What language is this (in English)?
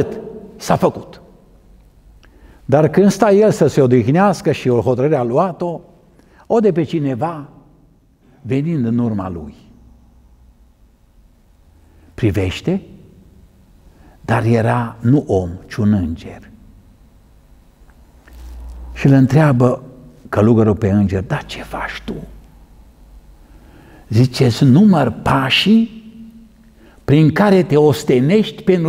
Romanian